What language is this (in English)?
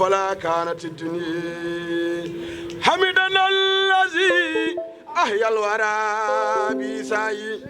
Fula